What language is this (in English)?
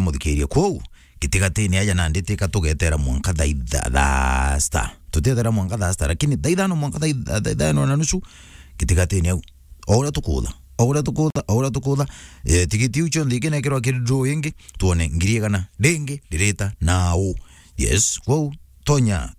Meru